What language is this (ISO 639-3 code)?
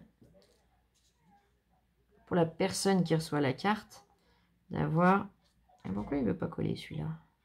fra